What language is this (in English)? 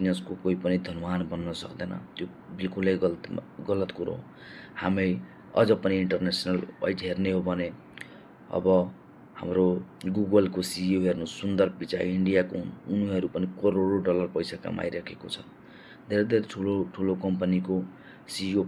Nepali